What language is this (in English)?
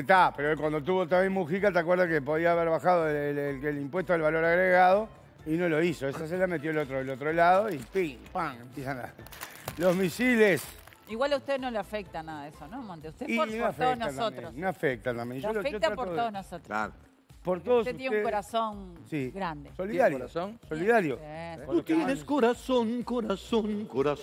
Spanish